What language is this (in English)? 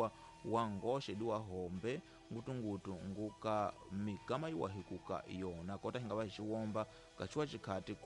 Tsonga